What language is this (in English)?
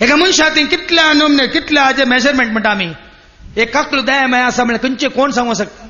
Konkani